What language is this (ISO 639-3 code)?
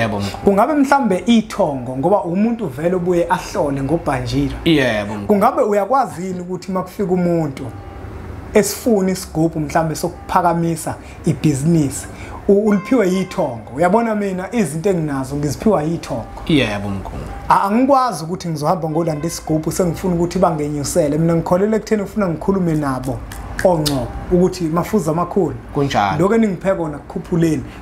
zul